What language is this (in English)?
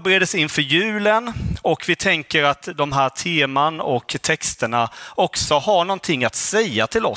Swedish